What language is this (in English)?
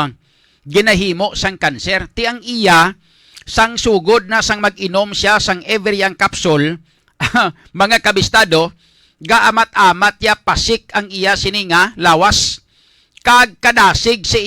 Hiligaynon